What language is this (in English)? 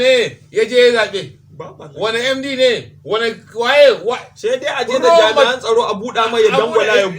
Hausa